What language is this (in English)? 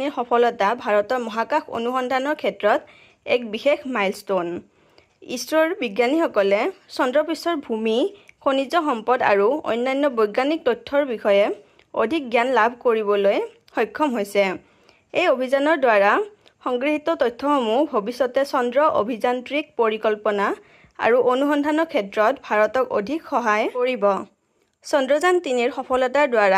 Assamese